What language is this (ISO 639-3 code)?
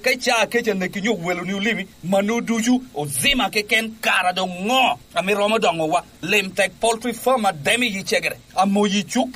laj